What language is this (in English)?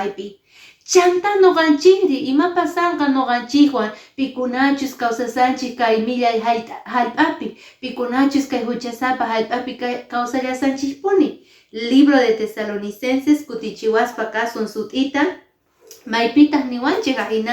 Quechua